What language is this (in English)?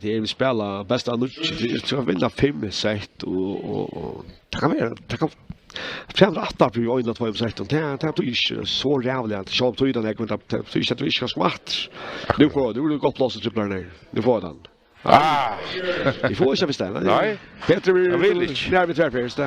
Faroese